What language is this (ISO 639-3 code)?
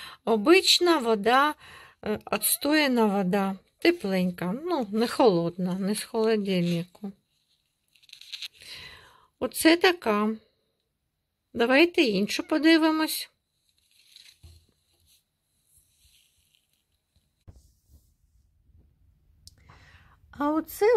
ukr